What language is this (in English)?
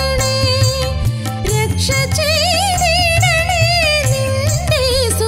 Malayalam